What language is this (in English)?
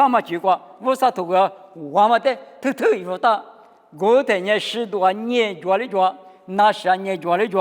Lisu